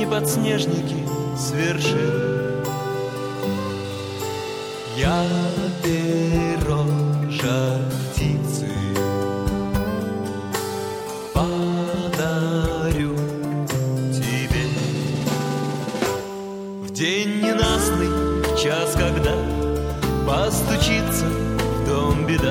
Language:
Russian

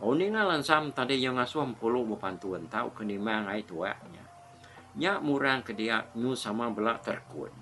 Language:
Iban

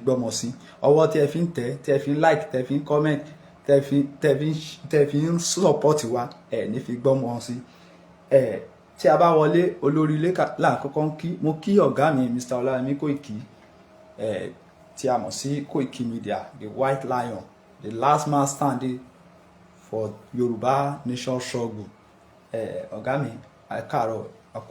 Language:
Yoruba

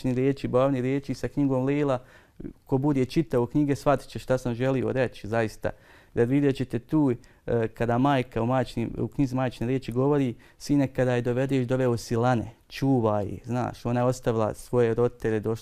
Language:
Bosnian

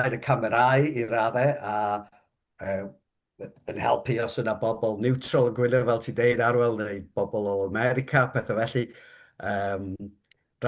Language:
Welsh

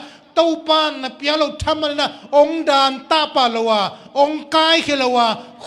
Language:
Tedim Chin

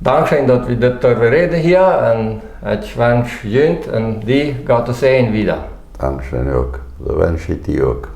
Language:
Plautdietsch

